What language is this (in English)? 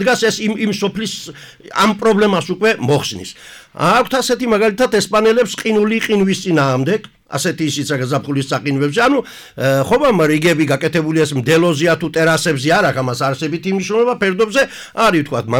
Georgian